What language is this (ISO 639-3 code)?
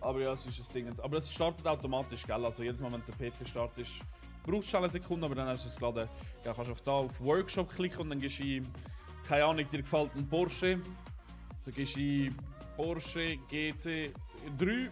gsw